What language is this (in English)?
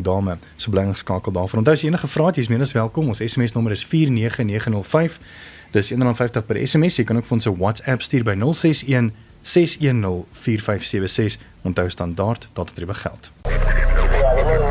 Afrikaans